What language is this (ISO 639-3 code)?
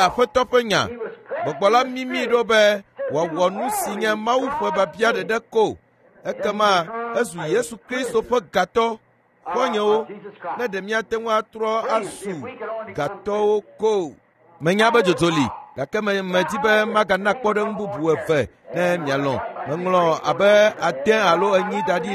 ewe